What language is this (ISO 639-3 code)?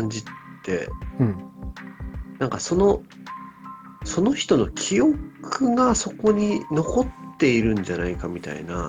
jpn